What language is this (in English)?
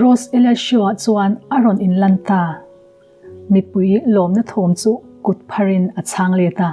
Mizo